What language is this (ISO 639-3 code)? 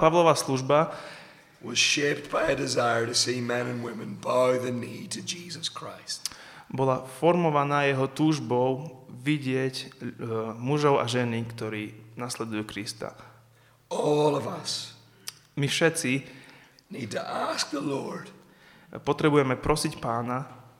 slk